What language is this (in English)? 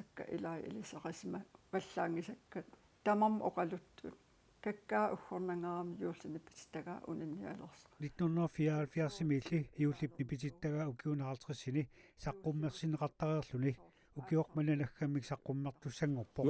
Kalaallisut